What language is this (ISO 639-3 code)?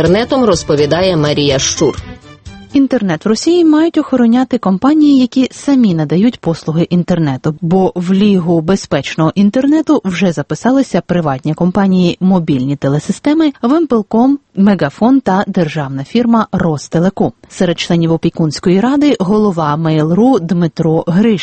ukr